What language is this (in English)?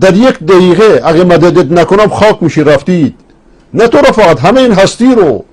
Persian